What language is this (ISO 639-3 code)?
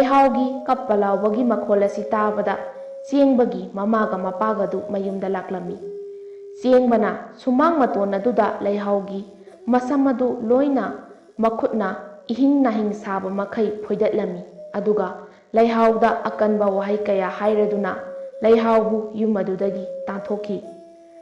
mni